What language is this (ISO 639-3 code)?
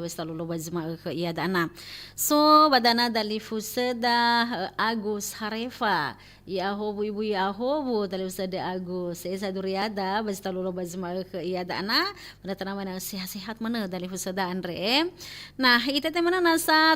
nia